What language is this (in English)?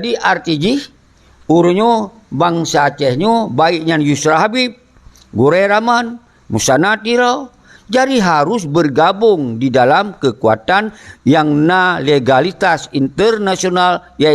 Achinese